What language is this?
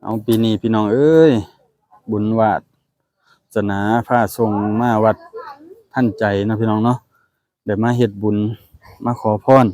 Lao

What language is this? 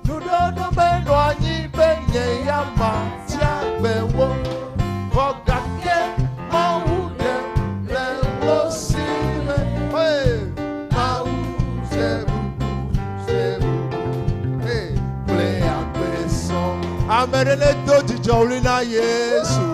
Ewe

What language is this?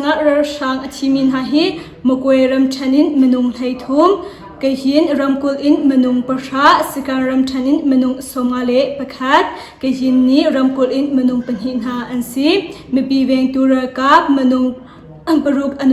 Hakha Chin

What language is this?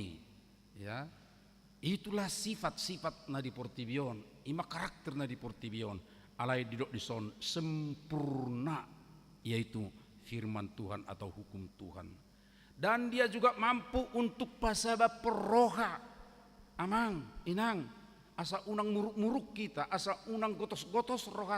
Batak Toba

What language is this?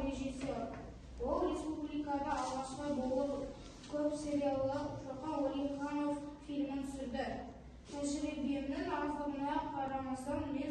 Kazakh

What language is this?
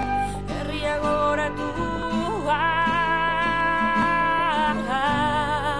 Basque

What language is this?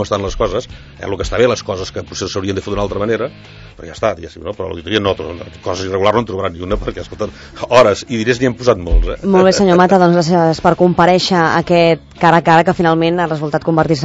Catalan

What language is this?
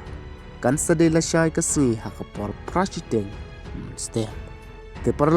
Khasi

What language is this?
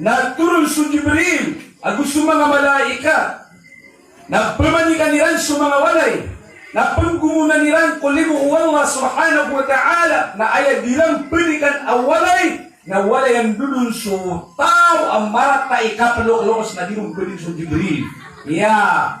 Maranao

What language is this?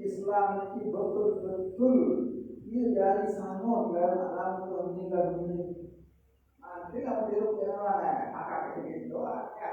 Sasak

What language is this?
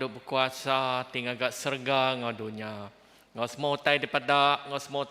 Iban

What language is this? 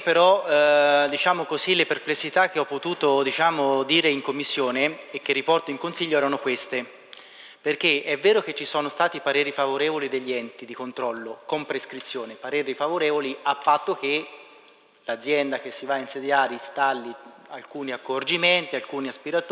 Italian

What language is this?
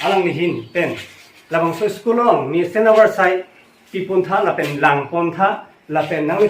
Karbi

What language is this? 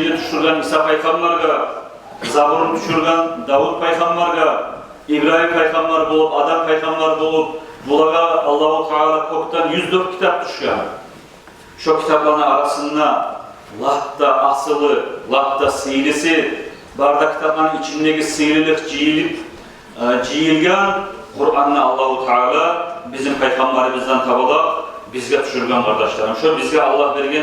Kumyk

